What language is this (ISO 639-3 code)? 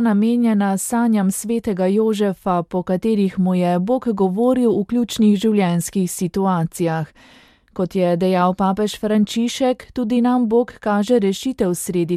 slv